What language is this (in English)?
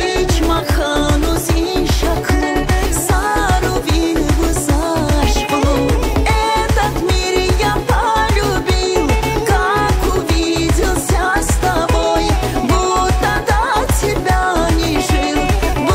Tabassaran